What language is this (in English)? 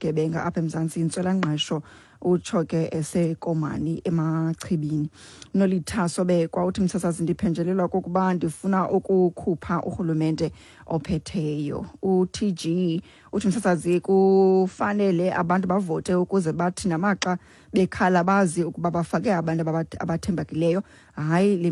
Xhosa